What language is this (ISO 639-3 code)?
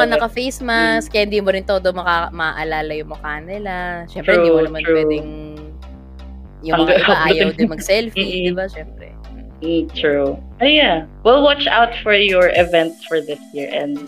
fil